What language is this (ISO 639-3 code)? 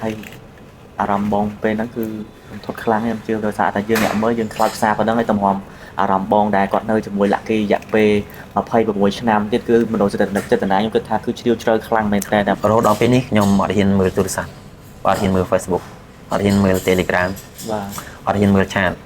khm